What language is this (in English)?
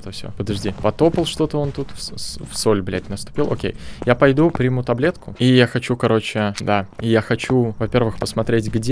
Russian